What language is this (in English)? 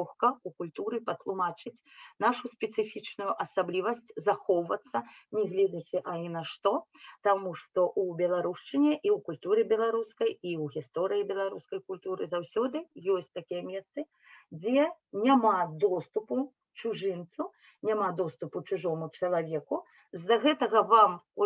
Belarusian